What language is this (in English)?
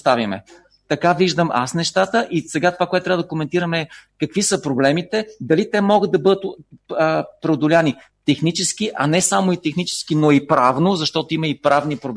Bulgarian